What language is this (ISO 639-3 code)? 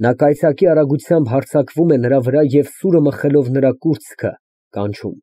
hye